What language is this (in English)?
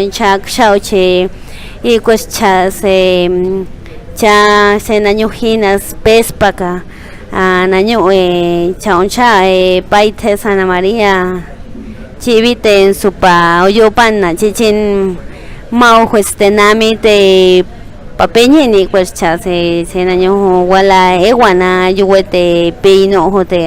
Páez